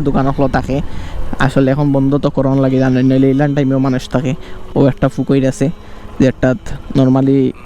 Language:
Sylheti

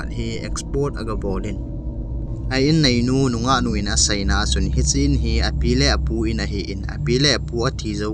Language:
Thado Chin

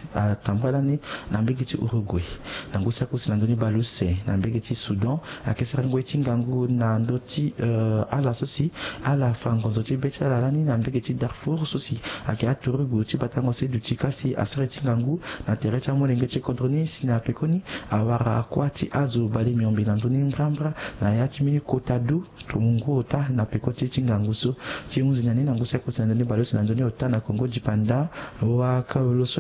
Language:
Sango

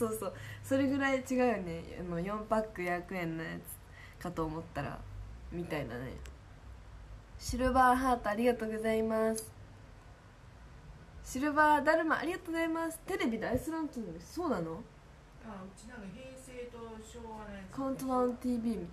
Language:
Japanese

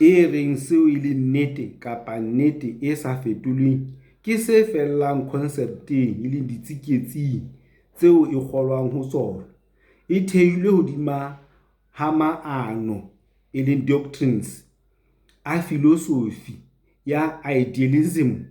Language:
Southern Sotho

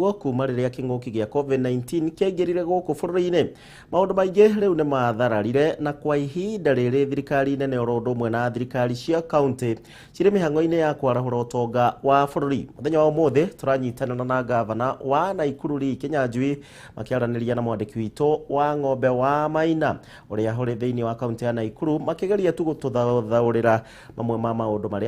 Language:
Kikuyu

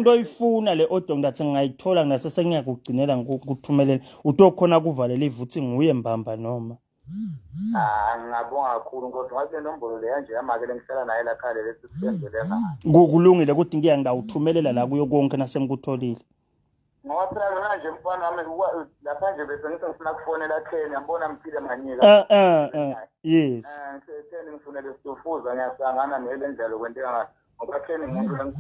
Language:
Swati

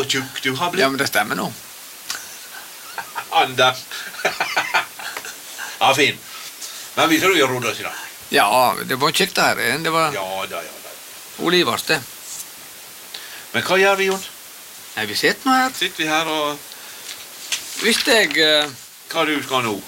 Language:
Norwegian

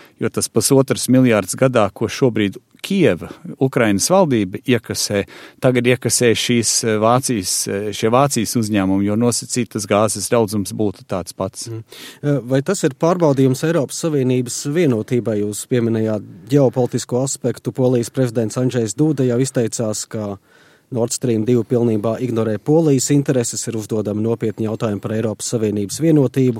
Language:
Latvian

